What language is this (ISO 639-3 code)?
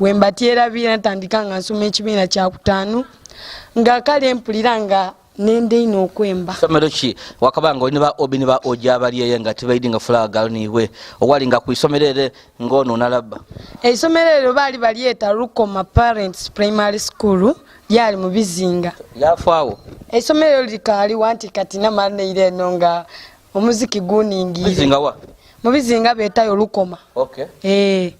xog